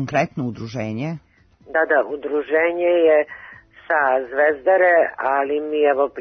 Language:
Serbian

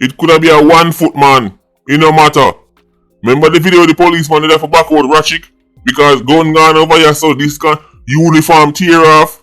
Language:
Jamaican Creole English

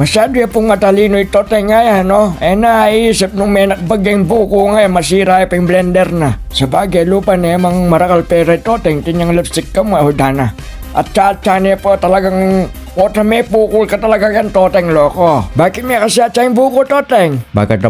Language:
Pampanga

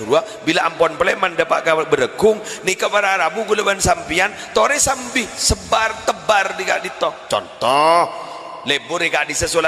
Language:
Madurese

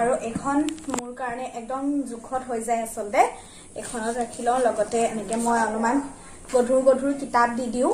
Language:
Assamese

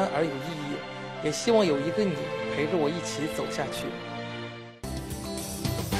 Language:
Chinese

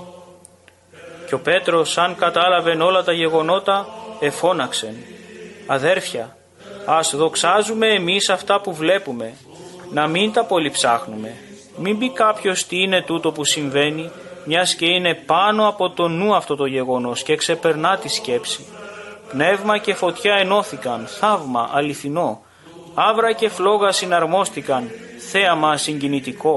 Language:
Greek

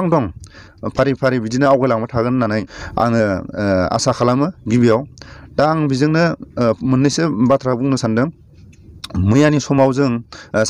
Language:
Bodo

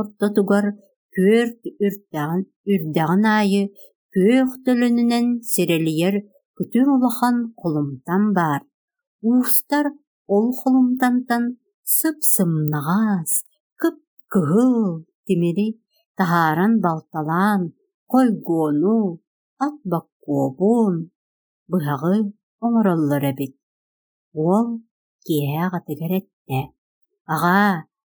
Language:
Yakut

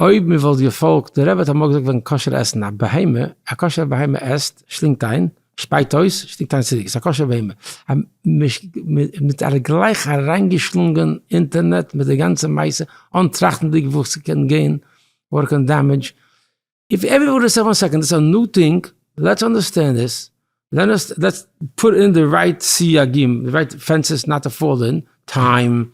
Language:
Yiddish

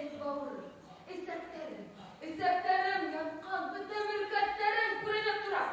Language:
Bashkir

